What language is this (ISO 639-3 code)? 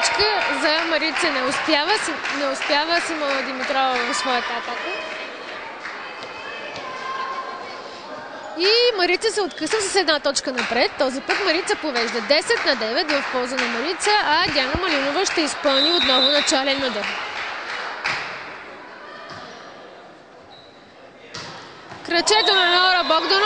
bul